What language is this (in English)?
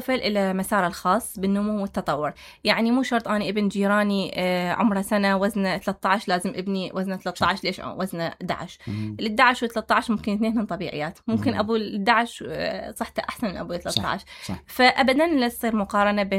Mesopotamian Arabic